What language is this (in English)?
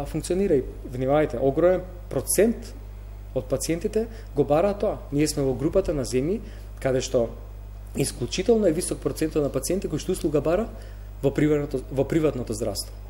Macedonian